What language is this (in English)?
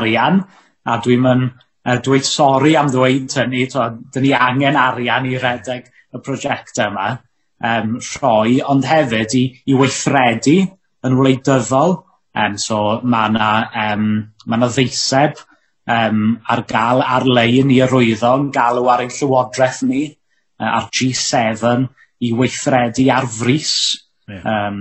Welsh